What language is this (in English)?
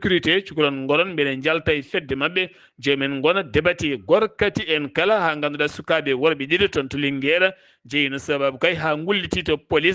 Fula